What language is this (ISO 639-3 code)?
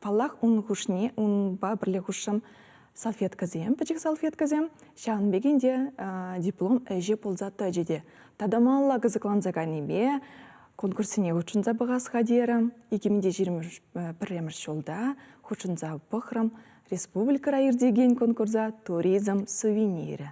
chv